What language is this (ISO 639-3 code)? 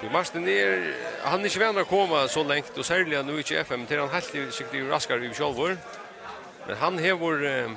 fao